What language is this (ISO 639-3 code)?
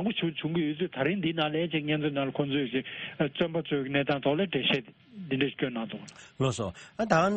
bod